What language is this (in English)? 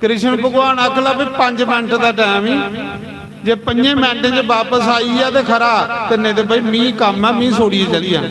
Dogri